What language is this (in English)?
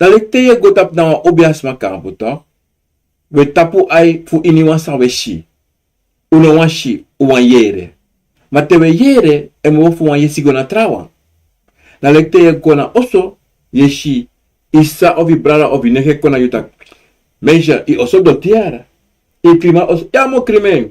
Sranan Tongo